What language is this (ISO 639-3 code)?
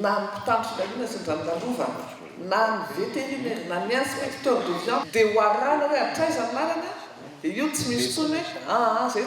mlg